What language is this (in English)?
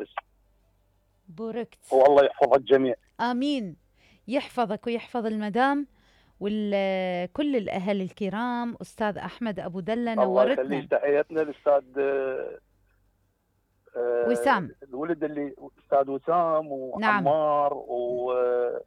Mesopotamian Arabic